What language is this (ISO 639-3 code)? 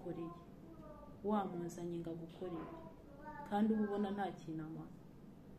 kin